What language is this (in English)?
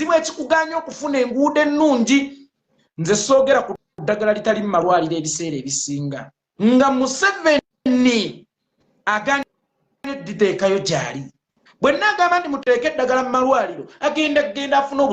Ganda